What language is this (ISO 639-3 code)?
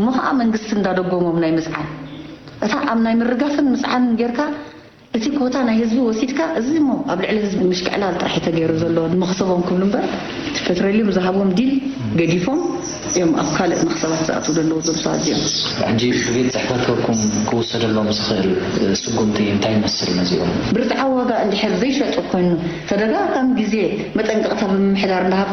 tir